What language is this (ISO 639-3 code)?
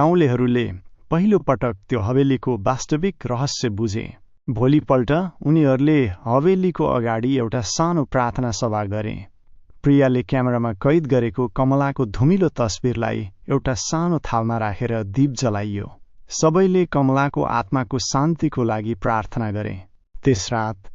nep